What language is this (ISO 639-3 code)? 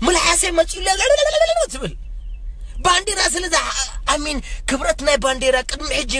tir